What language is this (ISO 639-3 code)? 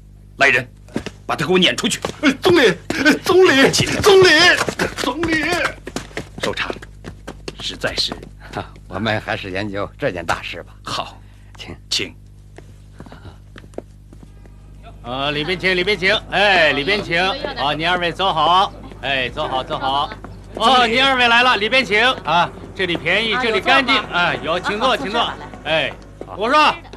zho